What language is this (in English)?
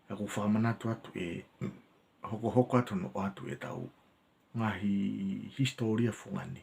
Tongan